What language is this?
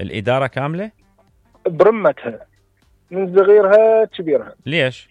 Mesopotamian Arabic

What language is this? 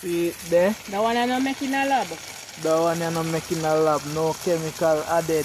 Jamaican Creole English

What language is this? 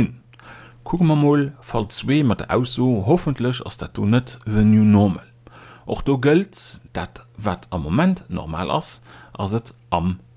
Luxembourgish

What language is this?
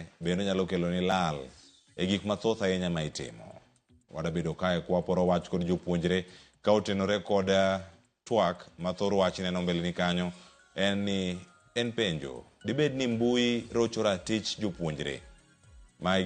Luo (Kenya and Tanzania)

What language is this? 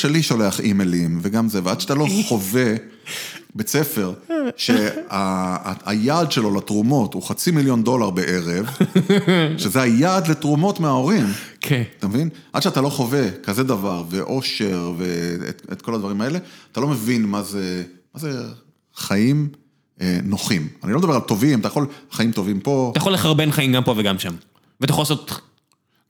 Hebrew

